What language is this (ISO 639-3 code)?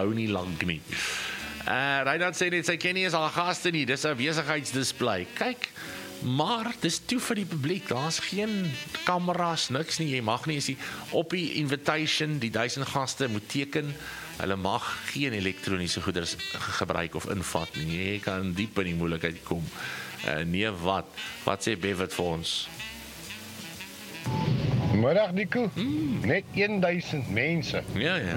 afr